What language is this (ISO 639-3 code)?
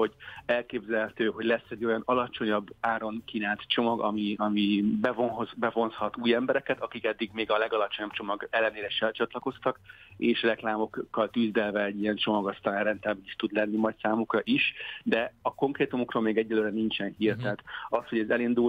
hun